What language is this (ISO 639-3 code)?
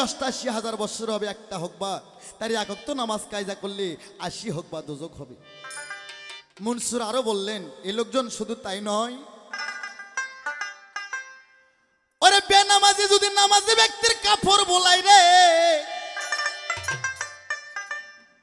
ben